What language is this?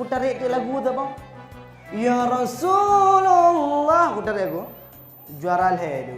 Achinese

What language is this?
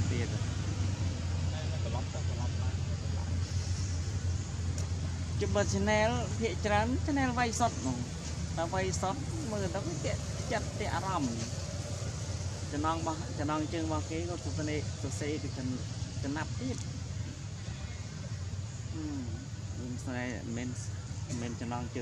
Vietnamese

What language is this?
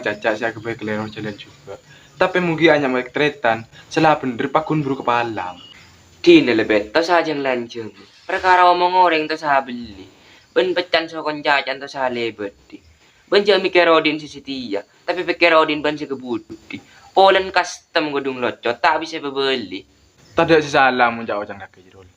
Madurese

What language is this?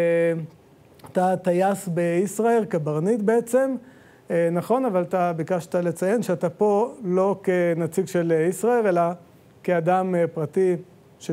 Hebrew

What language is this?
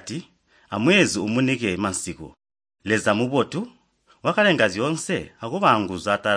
Tonga (Zambia)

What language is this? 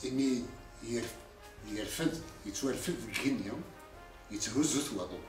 Kabyle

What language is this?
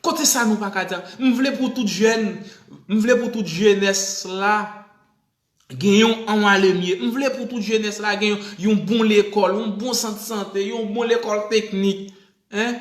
Haitian Creole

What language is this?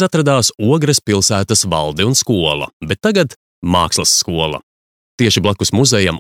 Latvian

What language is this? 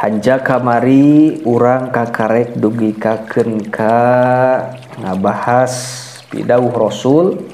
Sundanese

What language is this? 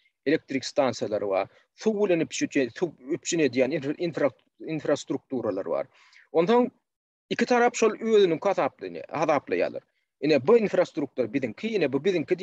Turkmen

